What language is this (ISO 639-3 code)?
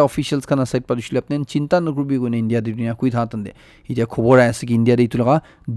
nag